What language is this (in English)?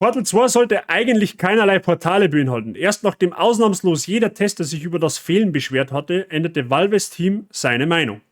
Bavarian